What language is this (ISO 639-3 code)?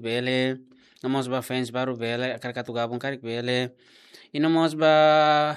tet